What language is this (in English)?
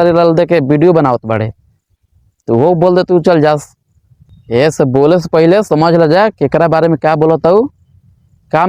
Bhojpuri